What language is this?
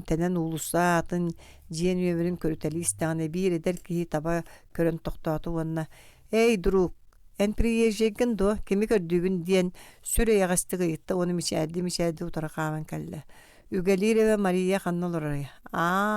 Yakut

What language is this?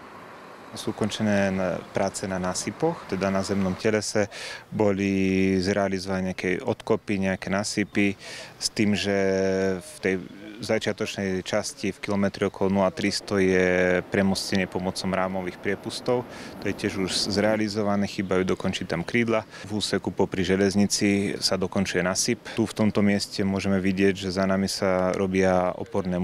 Slovak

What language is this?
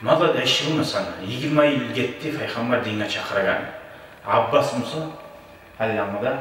Kumyk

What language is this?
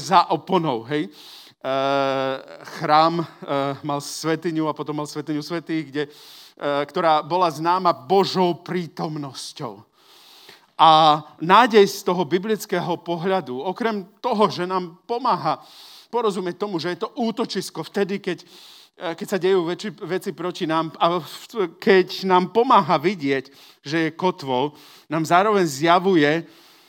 Slovak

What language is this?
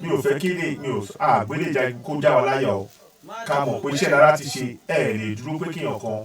Yoruba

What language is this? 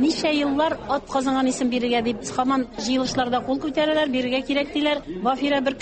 Tatar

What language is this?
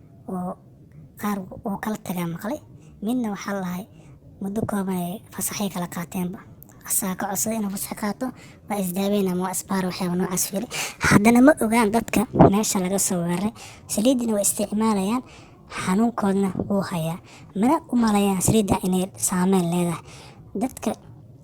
Somali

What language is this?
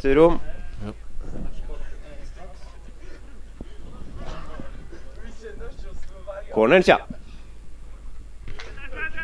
Norwegian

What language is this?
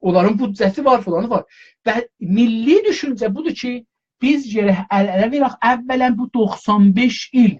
South Azerbaijani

